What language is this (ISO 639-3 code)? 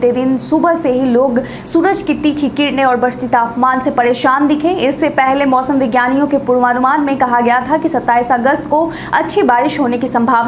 hin